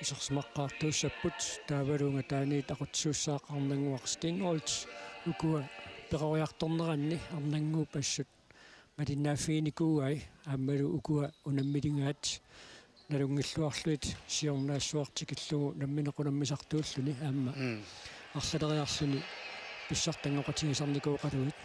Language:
Kalaallisut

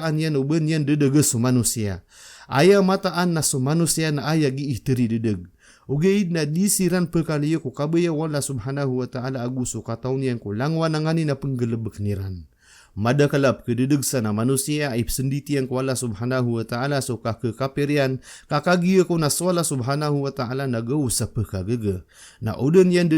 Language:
Maranao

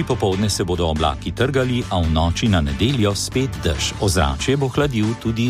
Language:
Slovenian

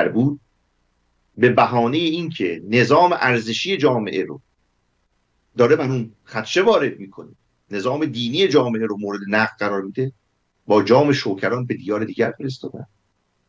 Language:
Persian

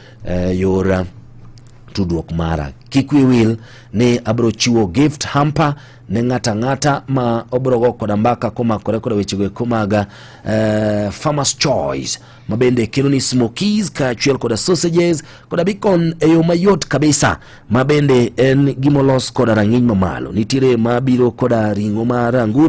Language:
Luo (Kenya and Tanzania)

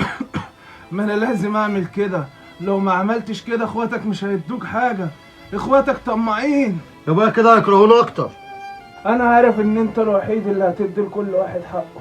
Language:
Egyptian Arabic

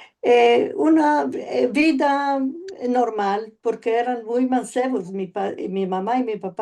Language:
Ladino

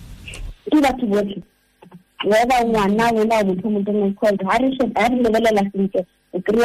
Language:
Tswana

